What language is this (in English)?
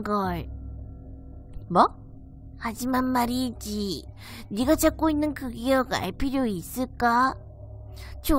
Korean